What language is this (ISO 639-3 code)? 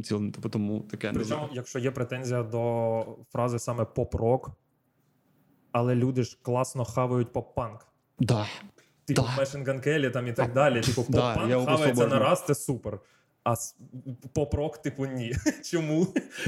ukr